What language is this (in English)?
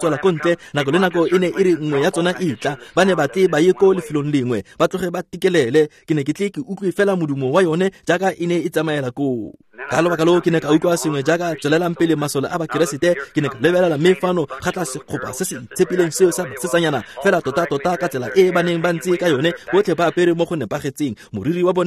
Tswana